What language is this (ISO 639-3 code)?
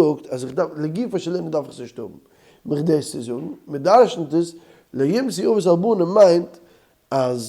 yid